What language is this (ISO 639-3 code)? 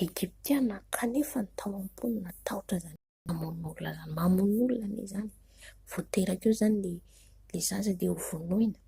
mlg